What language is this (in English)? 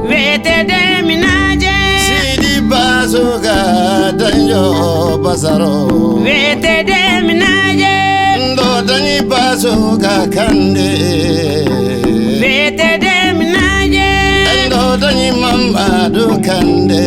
Bambara